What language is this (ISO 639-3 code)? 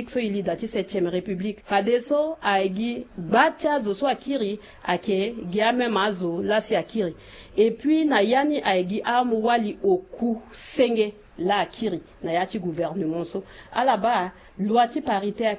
sag